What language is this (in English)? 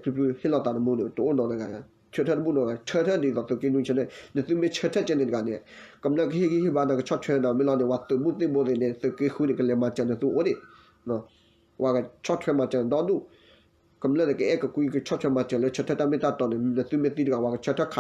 S'gaw Karen